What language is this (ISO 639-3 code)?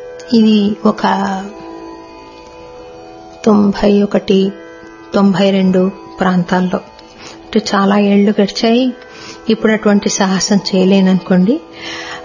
tel